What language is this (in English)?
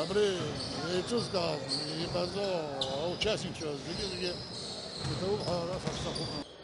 Abkhazian